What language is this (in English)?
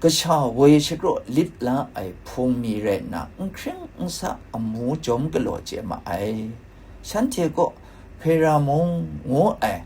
Kachin